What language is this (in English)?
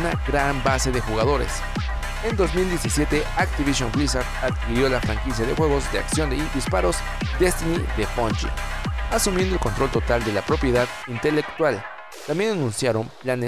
Spanish